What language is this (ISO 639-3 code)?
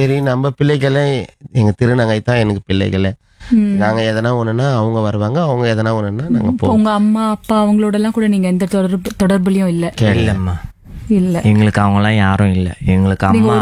tam